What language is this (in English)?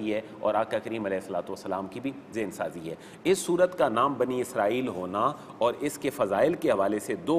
Urdu